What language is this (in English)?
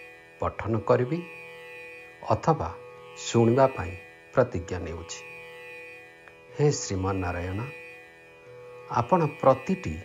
Odia